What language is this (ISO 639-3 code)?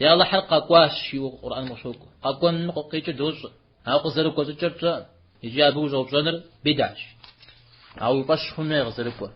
kbd